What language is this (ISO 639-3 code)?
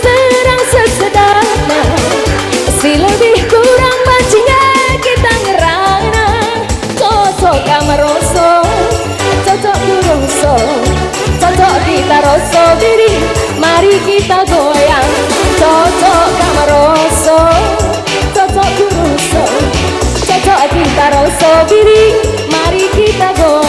btx